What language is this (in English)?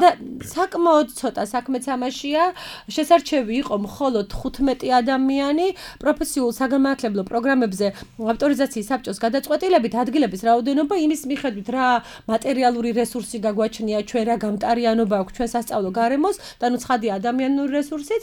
Georgian